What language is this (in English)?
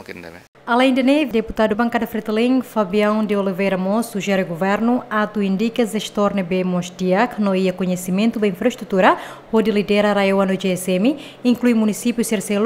Tetum